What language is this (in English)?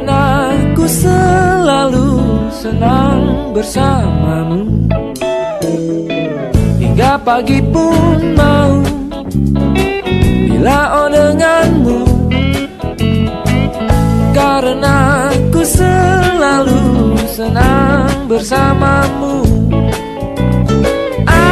Indonesian